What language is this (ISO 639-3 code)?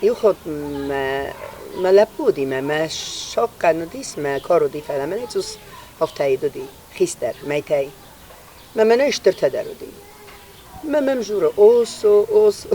oss